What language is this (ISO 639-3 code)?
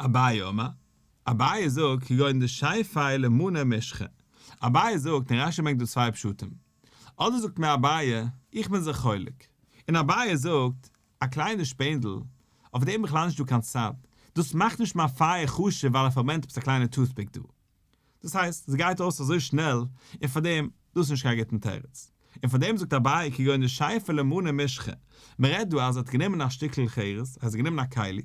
yid